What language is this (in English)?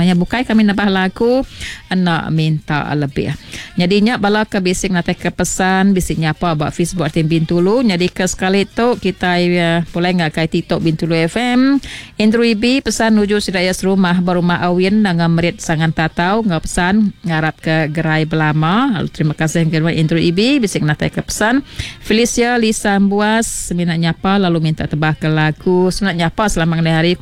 Iban